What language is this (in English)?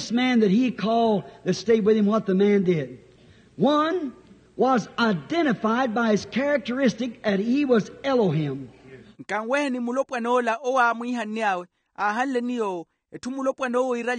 Makhuwa